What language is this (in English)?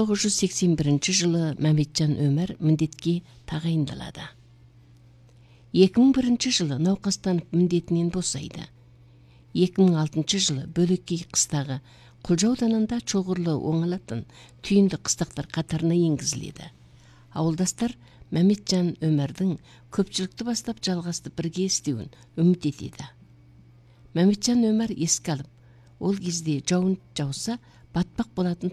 Kazakh